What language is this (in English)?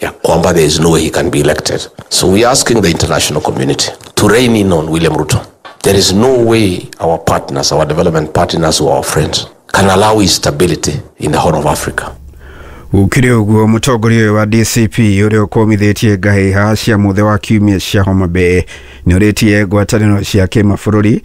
Kikuyu